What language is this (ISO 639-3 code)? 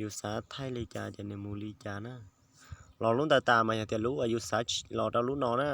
hmn